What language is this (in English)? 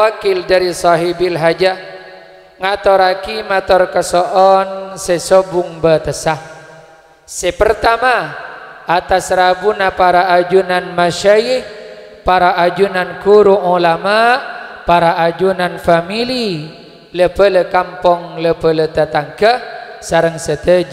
Madurese